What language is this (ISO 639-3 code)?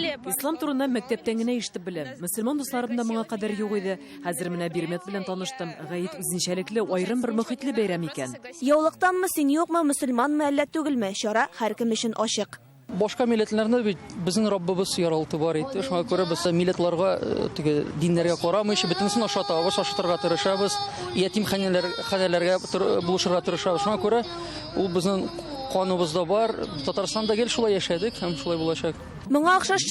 tat